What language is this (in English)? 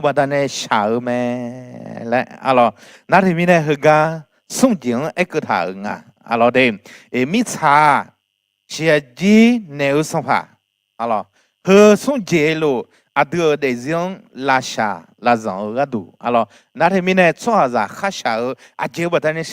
Akha